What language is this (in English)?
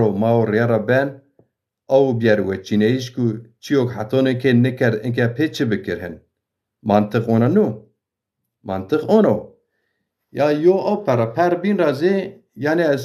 Zaza